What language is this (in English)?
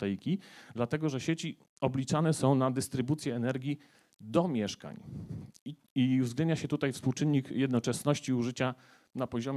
Polish